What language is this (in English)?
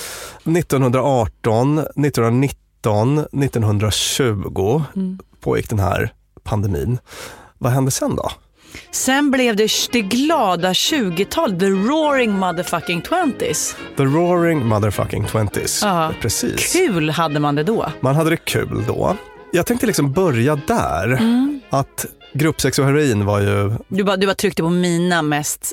Swedish